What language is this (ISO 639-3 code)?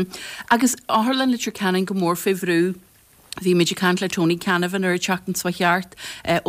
gle